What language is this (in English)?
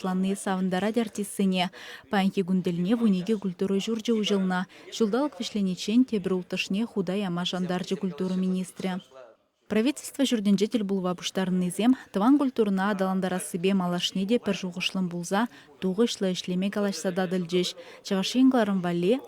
Chuvash